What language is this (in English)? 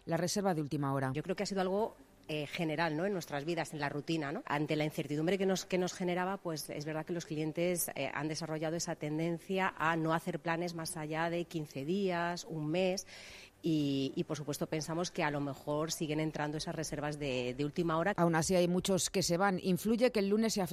Spanish